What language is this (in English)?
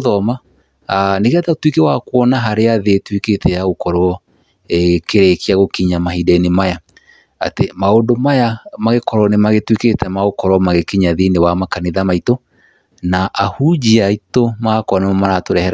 Kikuyu